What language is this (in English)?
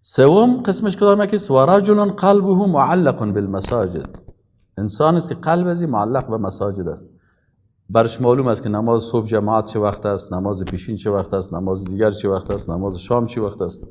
Persian